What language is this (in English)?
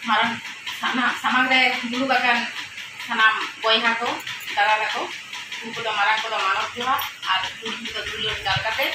Santali